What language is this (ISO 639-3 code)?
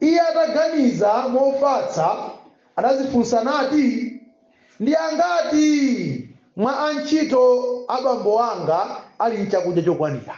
nya